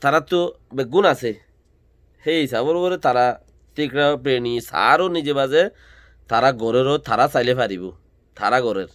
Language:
Rohingya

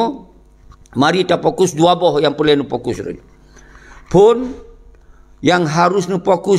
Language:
Achinese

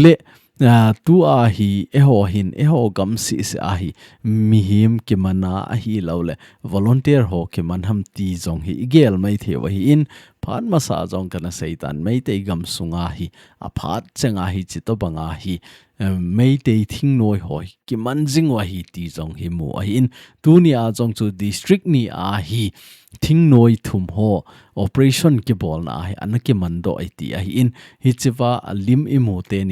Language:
Thado Chin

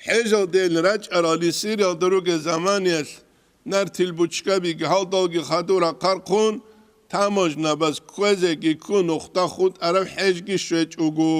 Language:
Avaric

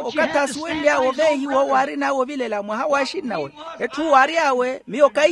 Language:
Makhuwa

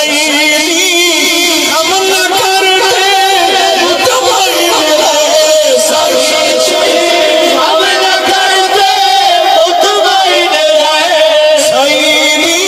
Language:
Saraiki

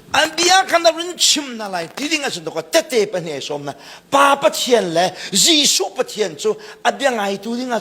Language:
Hakha Chin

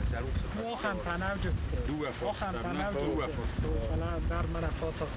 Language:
Ossetic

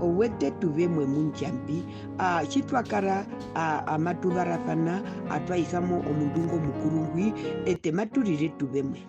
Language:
Herero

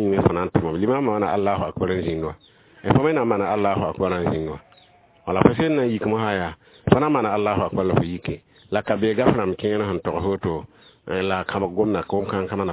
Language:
Mossi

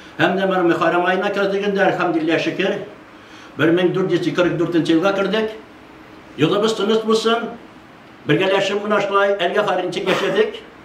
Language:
Tatar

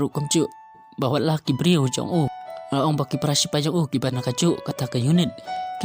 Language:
Khasi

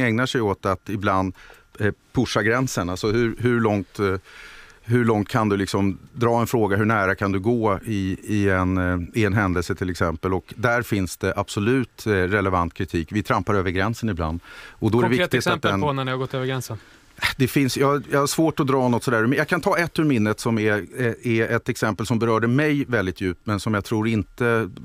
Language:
Swedish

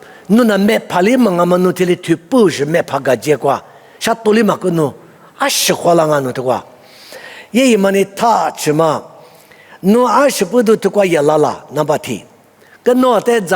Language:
Lisu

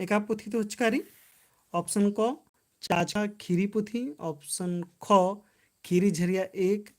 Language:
Kurukh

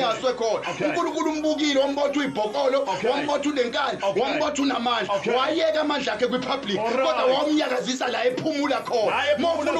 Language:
Zulu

